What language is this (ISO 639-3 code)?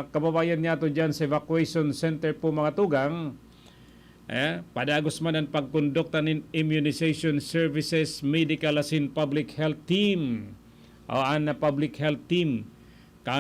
bik